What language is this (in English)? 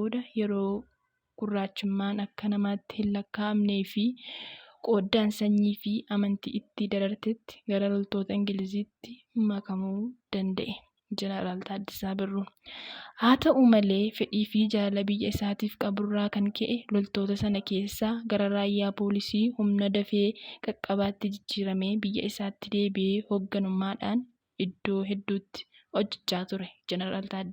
Oromo